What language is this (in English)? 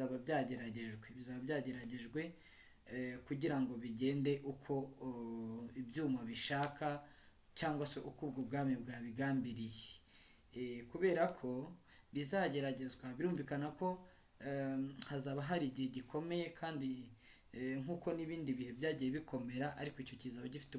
Kinyarwanda